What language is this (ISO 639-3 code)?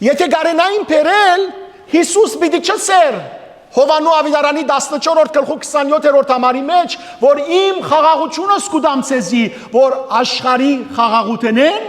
hyw